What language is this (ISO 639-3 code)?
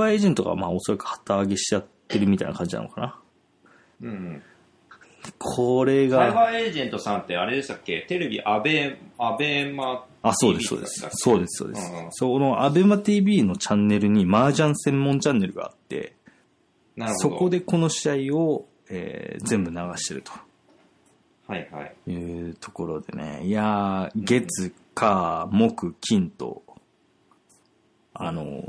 jpn